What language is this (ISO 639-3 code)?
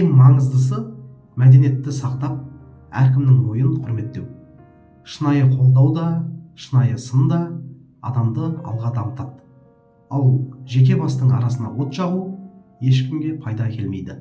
kaz